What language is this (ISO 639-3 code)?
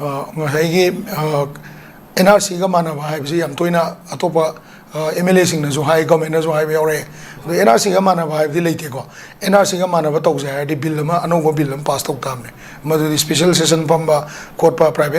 mni